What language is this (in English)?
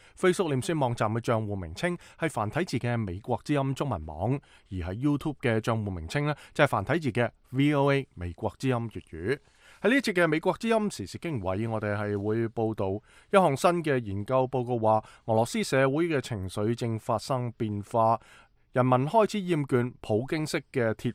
Cantonese